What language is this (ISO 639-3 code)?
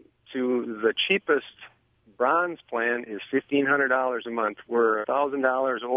eng